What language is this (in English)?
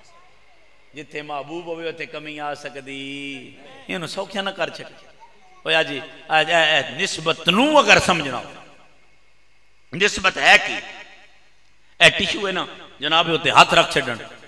Western Panjabi